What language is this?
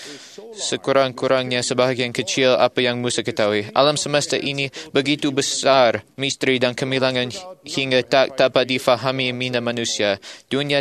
Malay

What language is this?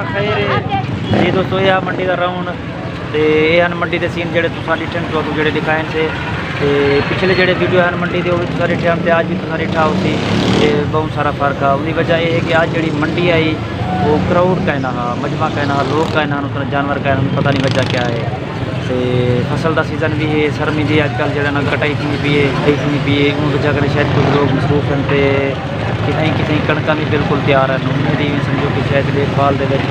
Saraiki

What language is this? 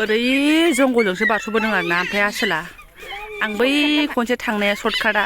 Bodo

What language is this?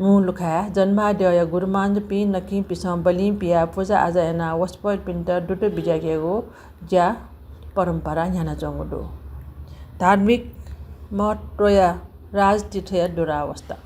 Newari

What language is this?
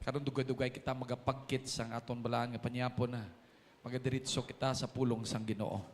Hiligaynon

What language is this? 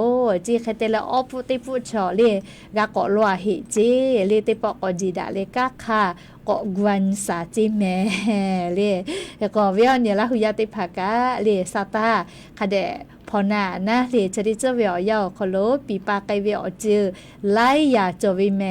Lahu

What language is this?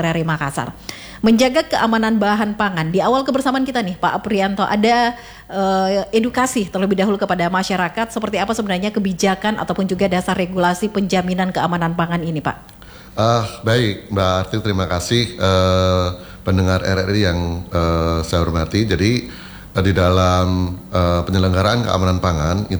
Indonesian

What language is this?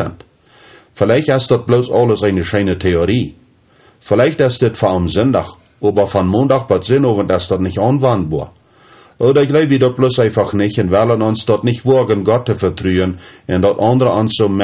Plautdietsch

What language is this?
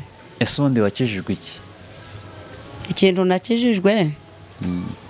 Kinyarwanda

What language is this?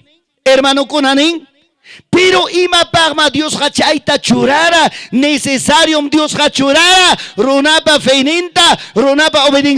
Ayacucho Quechua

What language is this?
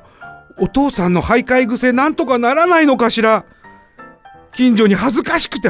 Japanese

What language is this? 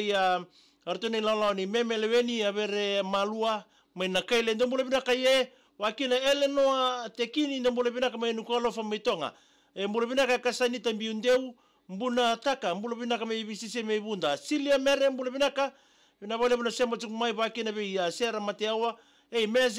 Fijian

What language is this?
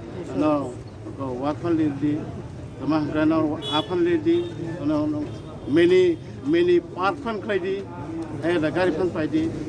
Kok Borok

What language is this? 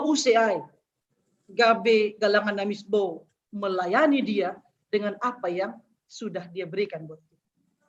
Batak Simalungun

